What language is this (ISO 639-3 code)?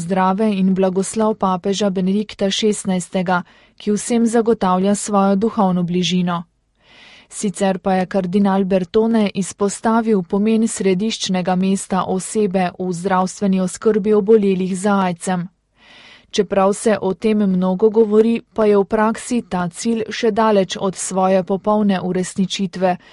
slv